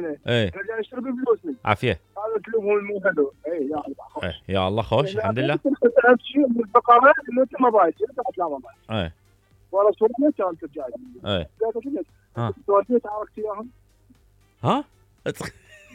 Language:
Mesopotamian Arabic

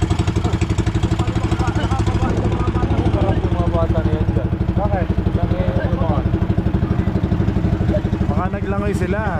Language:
Filipino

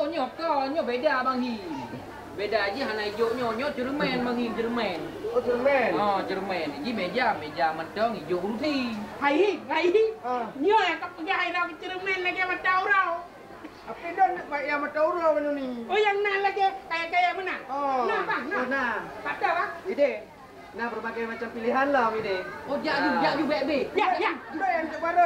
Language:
Achinese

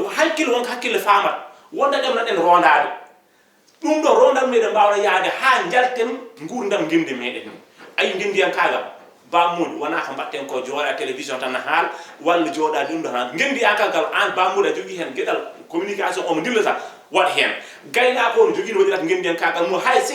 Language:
Fula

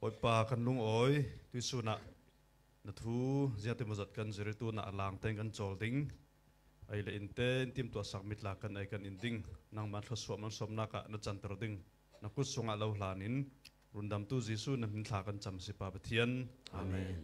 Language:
Falam Chin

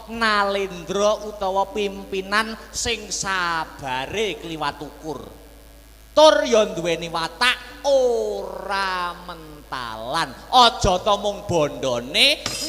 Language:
Javanese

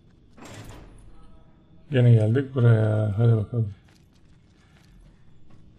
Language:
Turkish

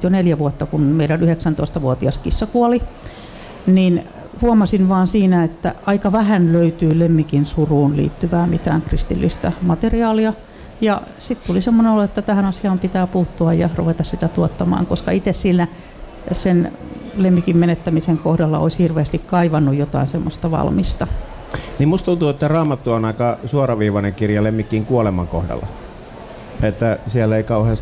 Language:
Finnish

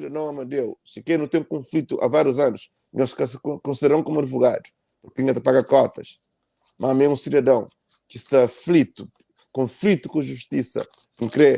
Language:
Kabuverdianu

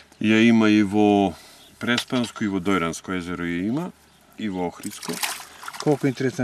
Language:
Macedonian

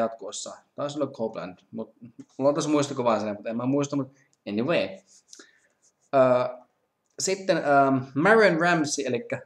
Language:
Finnish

